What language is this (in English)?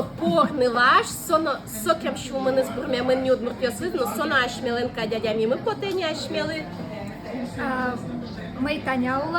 Udmurt